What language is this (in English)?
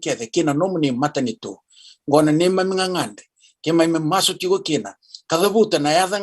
Fijian